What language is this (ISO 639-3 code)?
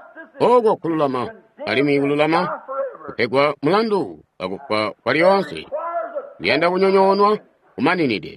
toi